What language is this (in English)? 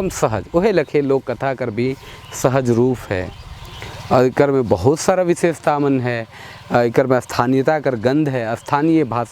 Sadri